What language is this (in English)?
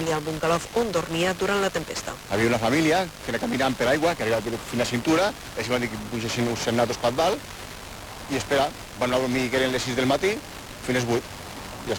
Catalan